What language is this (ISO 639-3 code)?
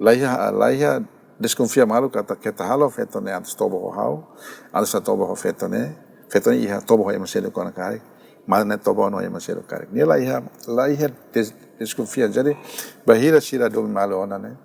tet